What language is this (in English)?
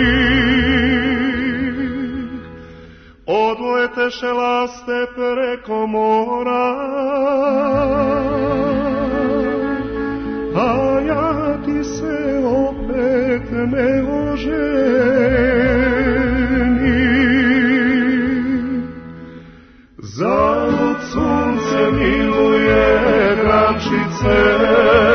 Serbian